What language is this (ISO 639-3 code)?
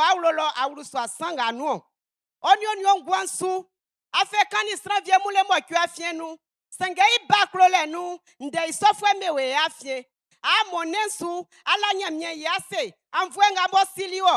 bci